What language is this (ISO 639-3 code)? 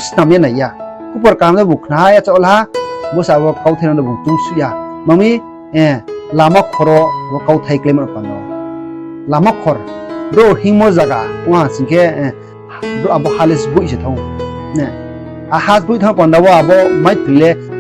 ria